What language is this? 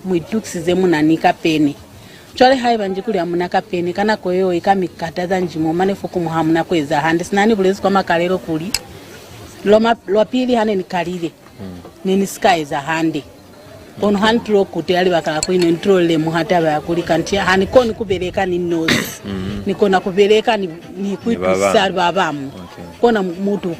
Lozi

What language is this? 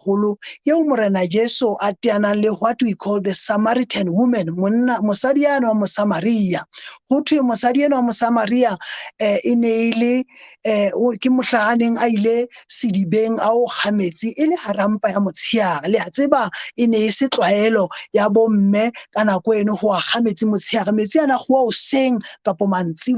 Southern Sotho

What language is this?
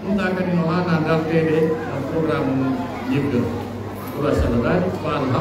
Fula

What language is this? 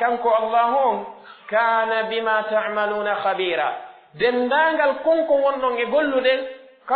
Pular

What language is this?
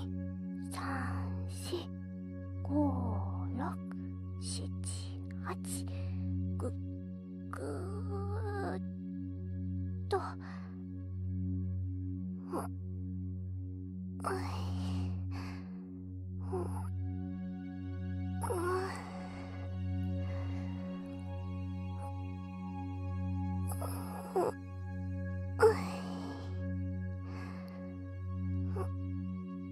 Japanese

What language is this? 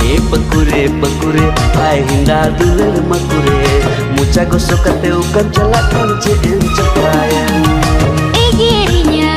Santali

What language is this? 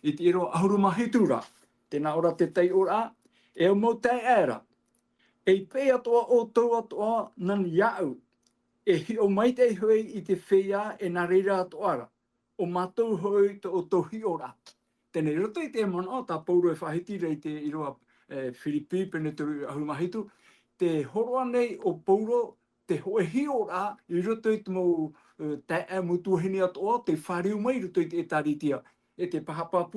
Tahitian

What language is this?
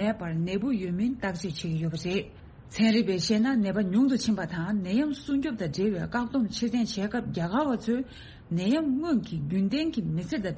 Tibetan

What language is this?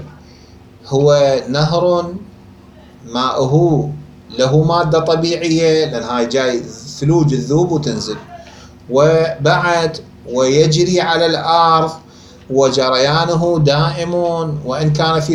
Mesopotamian Arabic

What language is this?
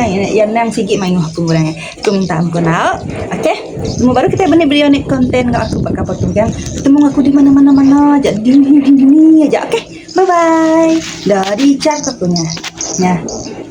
Iban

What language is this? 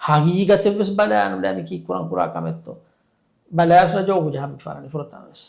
Divehi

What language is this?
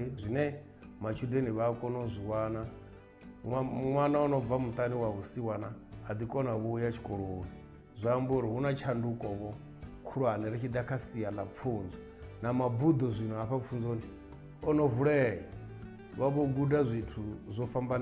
Venda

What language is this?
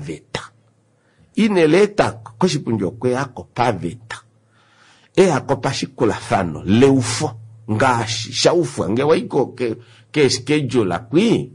Kuanyama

